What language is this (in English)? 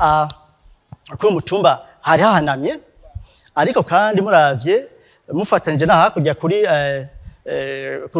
Rundi